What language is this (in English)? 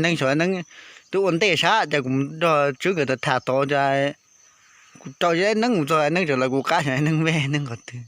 Hmong